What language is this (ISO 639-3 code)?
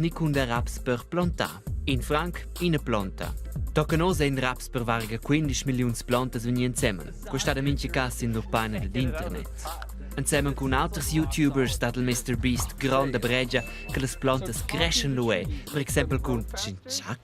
roh